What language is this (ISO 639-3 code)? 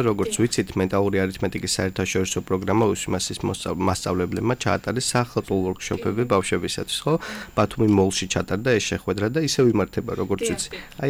kat